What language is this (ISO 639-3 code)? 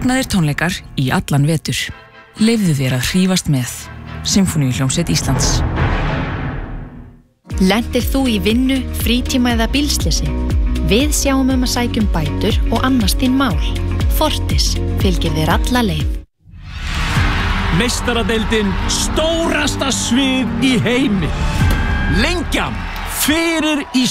isl